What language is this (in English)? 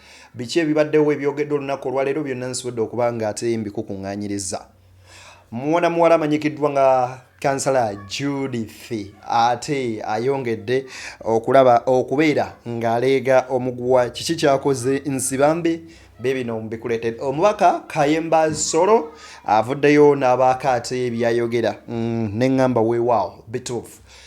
Ganda